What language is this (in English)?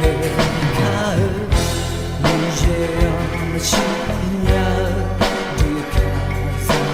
Akha